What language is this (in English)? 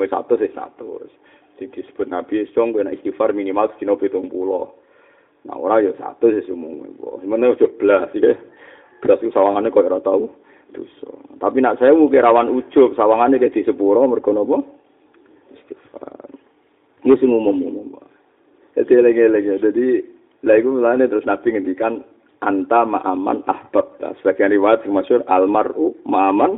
Javanese